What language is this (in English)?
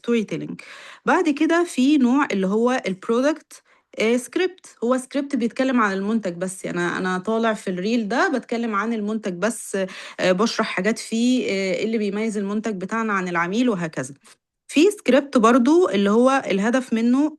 Egyptian Arabic